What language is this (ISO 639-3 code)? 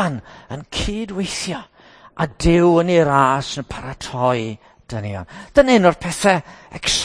cym